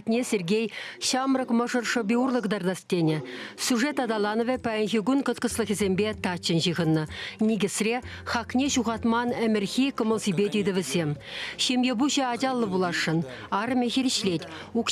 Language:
Chuvash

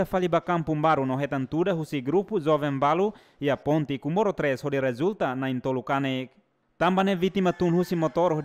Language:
Tetum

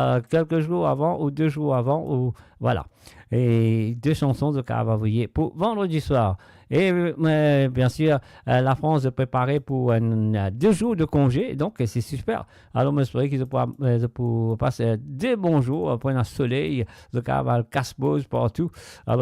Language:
Morisyen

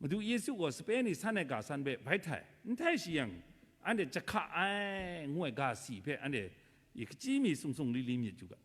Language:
Kachin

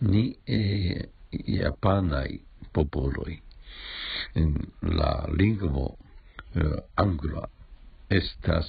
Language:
Esperanto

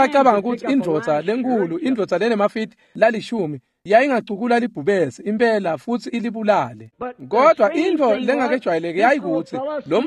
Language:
Swati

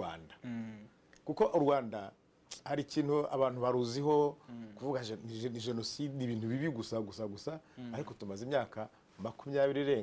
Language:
Kinyarwanda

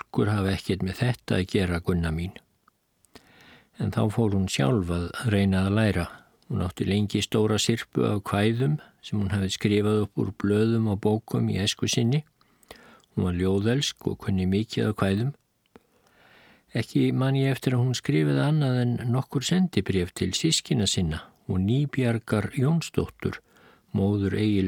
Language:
Icelandic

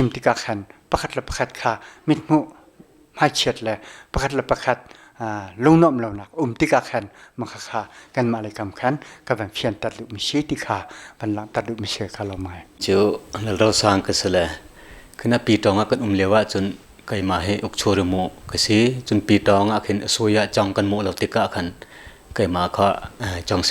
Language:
Hakha Chin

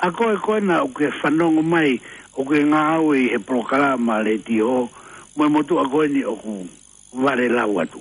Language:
Tongan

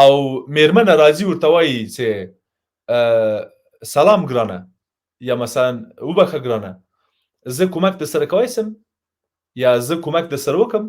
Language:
Pashto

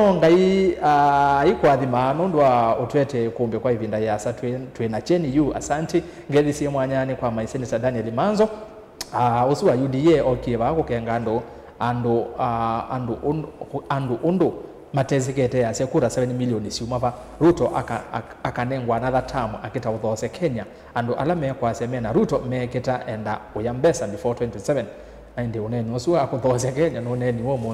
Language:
Kamba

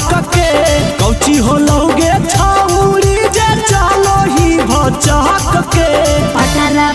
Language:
Magahi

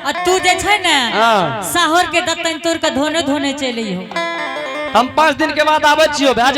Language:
Angika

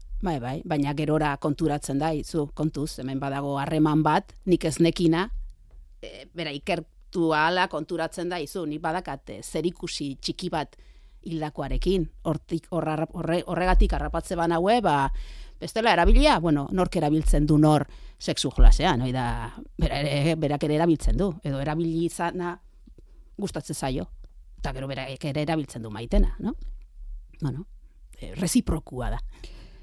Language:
Basque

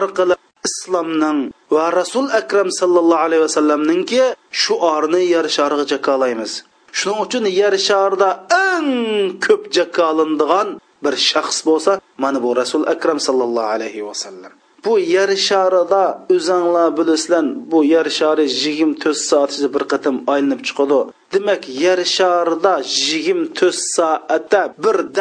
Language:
Uyghur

